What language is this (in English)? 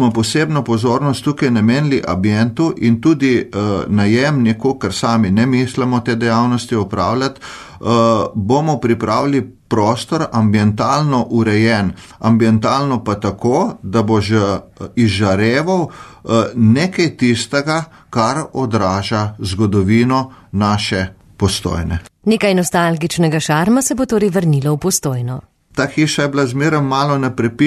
Slovenian